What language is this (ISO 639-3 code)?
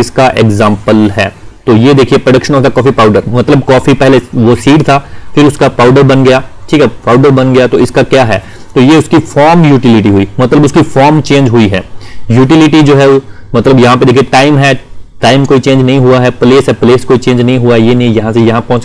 hin